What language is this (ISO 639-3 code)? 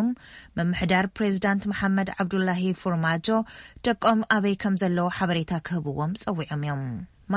tir